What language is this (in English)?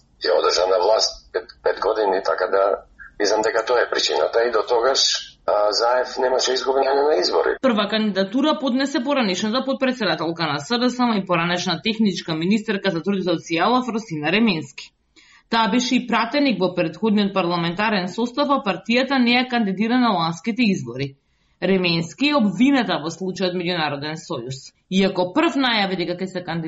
Macedonian